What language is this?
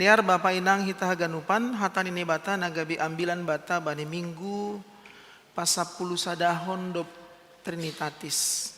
Batak Simalungun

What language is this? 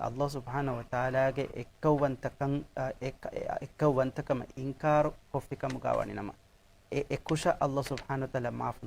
Divehi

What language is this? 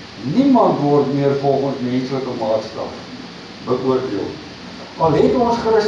Afrikaans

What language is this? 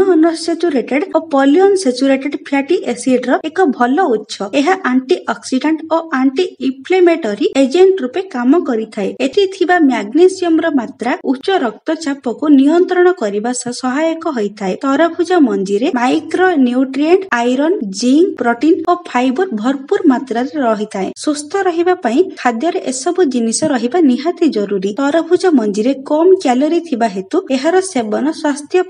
Odia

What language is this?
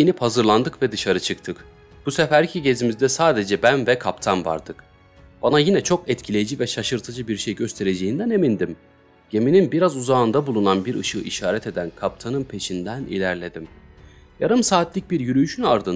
Turkish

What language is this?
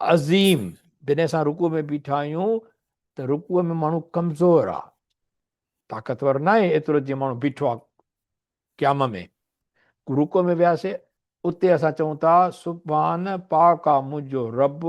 Sindhi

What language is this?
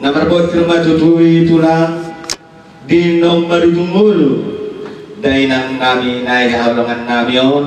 Batak Toba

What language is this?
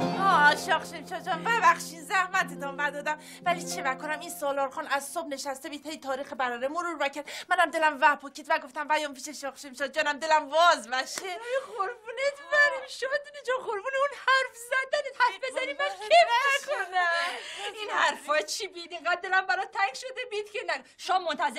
Persian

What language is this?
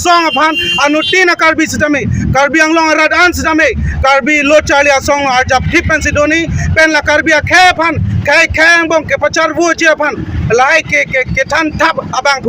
Karbi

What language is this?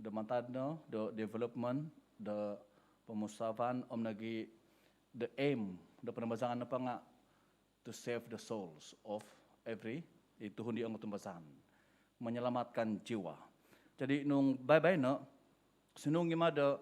Central Dusun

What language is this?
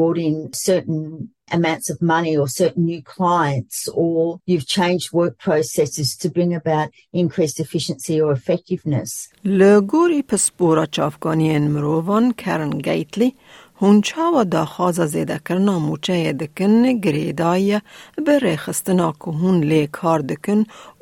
Kurdish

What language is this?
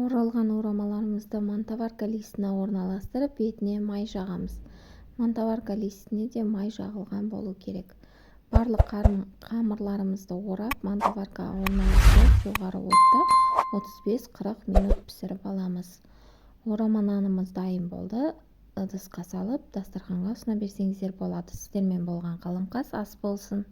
Kazakh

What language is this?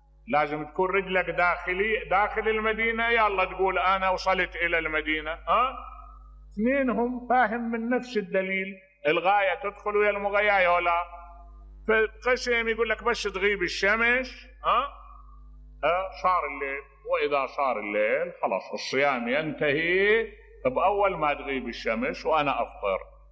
Mesopotamian Arabic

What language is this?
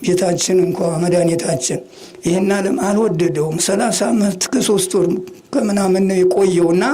Amharic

